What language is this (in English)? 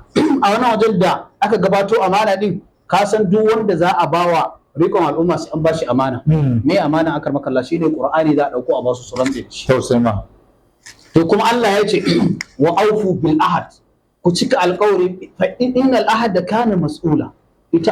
Hausa